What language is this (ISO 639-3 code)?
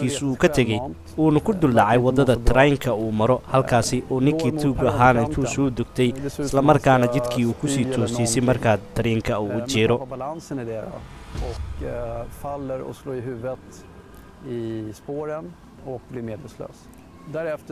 som